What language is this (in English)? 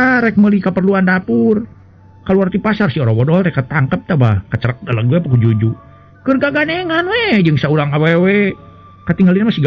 Sundanese